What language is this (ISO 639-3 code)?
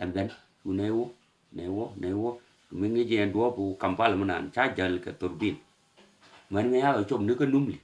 nus